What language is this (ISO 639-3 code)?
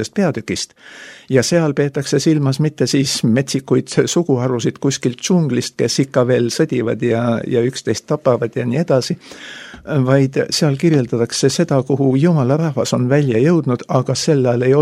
est